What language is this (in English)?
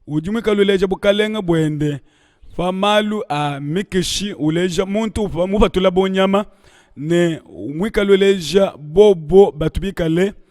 Luba-Lulua